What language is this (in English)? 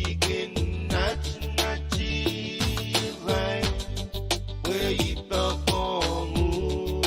Pohnpeian